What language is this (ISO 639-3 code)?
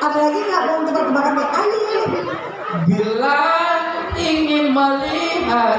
bew